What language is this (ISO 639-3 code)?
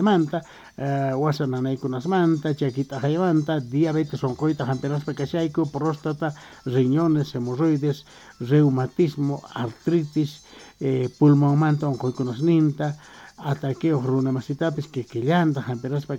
quh